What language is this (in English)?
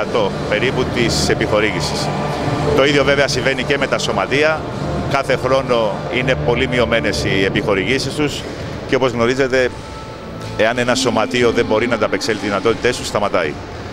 Greek